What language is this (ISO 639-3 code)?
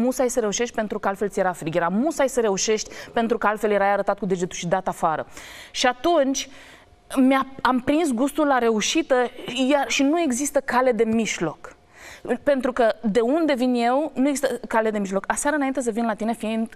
ron